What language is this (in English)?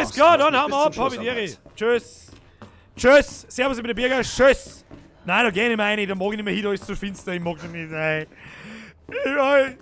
Bavarian